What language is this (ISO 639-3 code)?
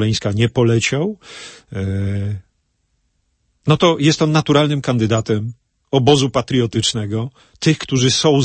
pol